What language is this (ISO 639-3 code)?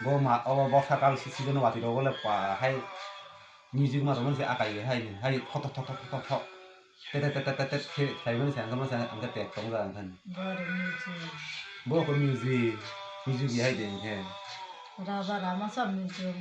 trp